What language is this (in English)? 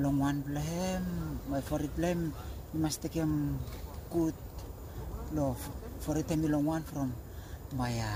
Bislama